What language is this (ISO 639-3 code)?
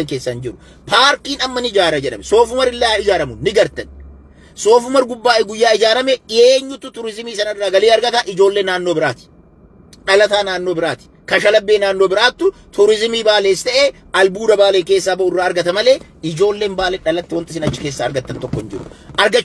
orm